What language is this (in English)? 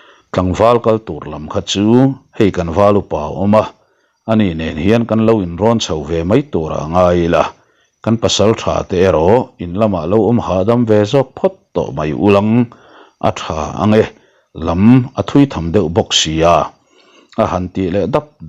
Mizo